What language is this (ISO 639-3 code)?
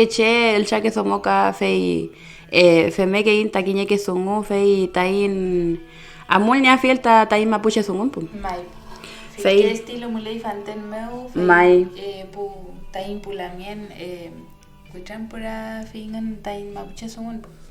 arn